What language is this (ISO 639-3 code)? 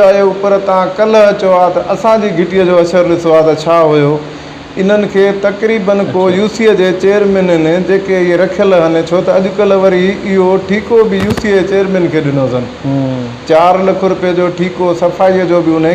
snd